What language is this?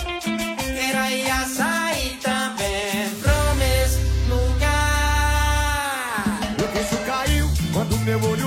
Portuguese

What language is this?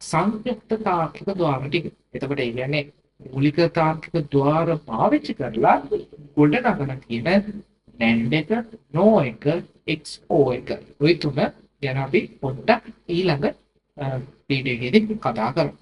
Sinhala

